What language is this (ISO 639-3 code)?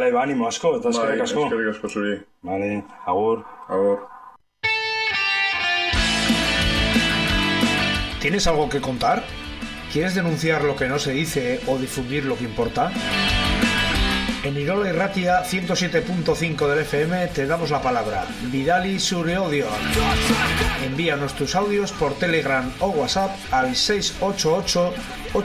eus